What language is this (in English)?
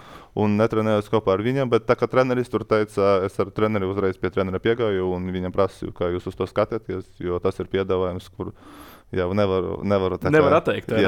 Latvian